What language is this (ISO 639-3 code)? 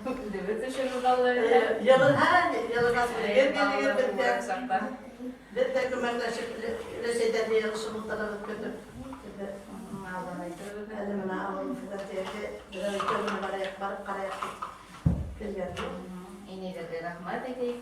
bak